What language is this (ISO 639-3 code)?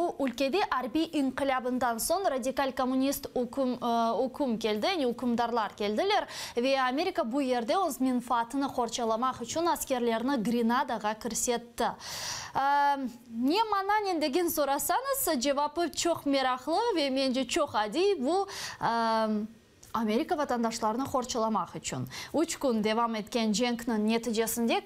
crh